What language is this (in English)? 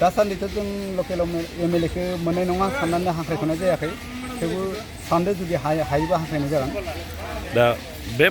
Bodo